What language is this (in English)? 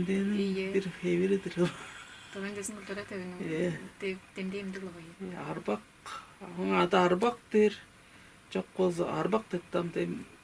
Tuvinian